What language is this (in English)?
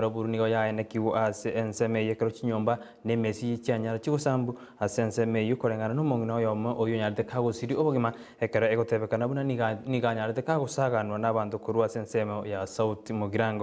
Gusii